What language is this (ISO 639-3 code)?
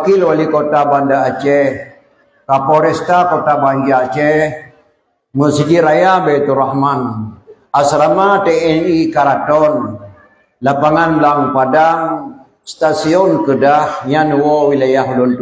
ace